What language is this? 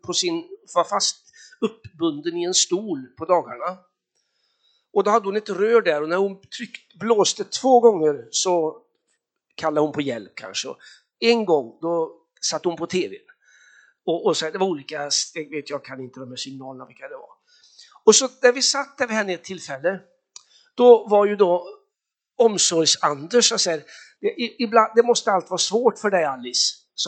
Swedish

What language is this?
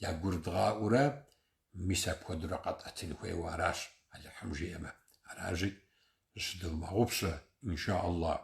Kabardian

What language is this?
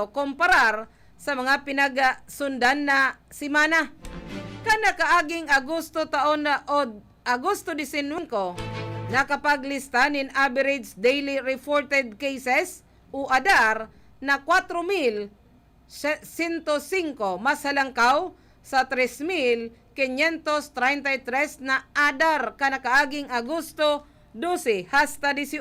Bikol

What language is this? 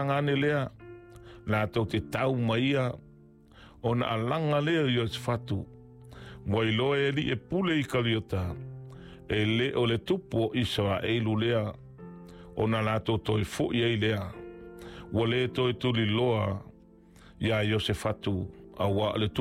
Samoan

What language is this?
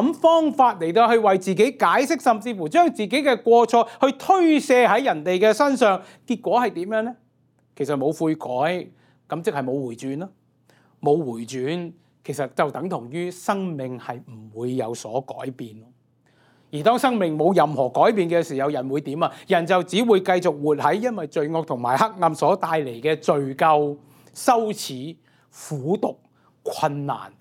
Cantonese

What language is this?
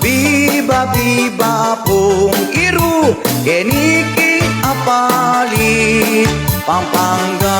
Pampanga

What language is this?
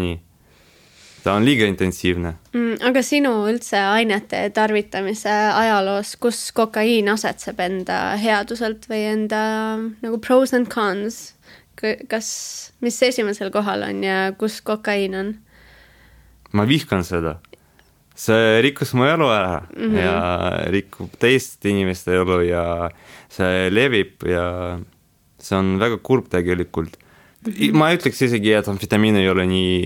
Estonian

